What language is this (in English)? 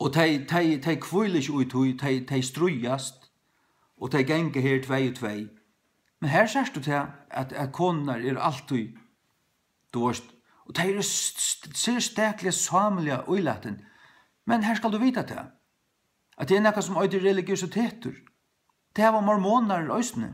Faroese